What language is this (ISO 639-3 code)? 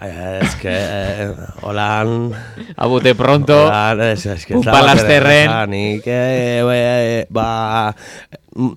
eus